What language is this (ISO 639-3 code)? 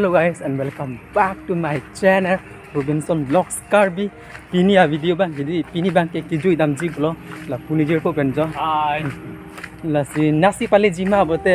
mjw